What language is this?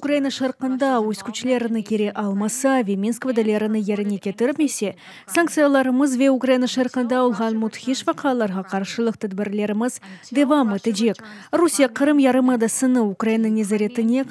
Crimean Tatar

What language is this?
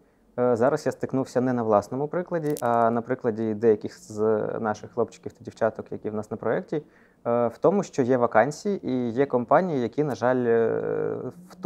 Ukrainian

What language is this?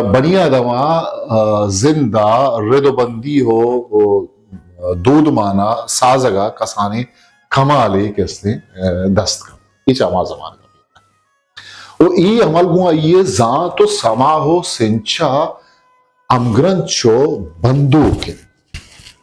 Eastern Balochi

